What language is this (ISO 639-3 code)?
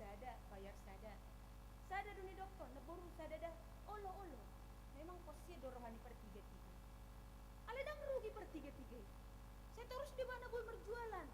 bbc